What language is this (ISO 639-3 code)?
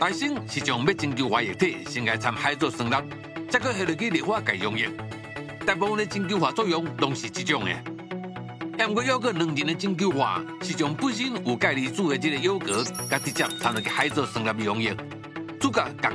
nan